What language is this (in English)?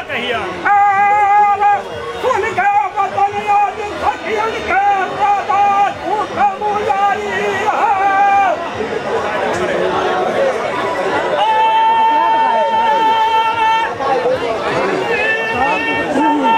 Bhojpuri